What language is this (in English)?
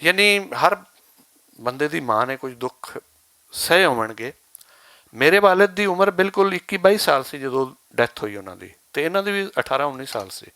Western Panjabi